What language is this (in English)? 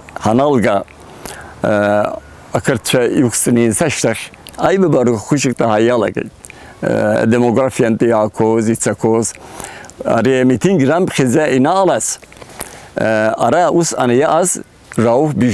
Abkhazian